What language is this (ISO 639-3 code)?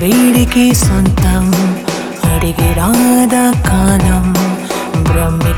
tel